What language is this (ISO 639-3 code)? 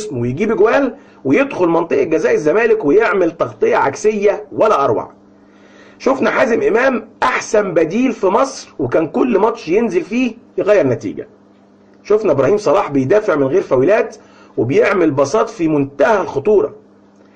arz